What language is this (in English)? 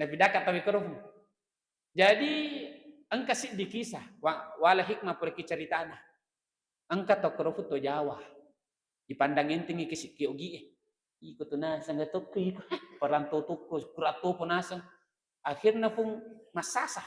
Buginese